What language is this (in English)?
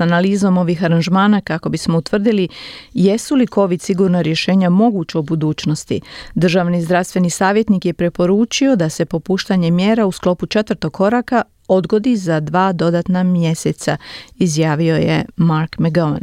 Croatian